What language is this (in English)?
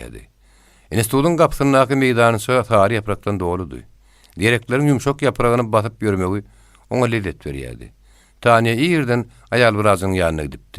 Turkmen